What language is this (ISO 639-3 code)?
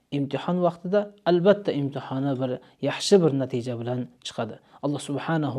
uzb